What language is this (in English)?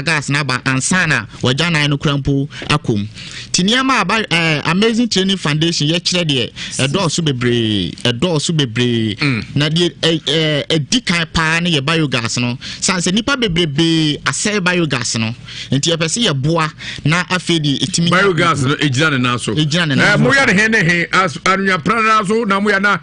Akan